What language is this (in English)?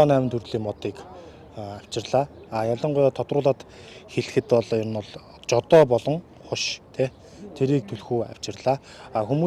Mongolian